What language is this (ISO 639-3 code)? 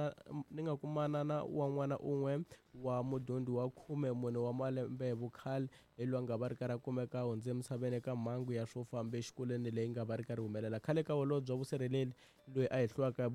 tso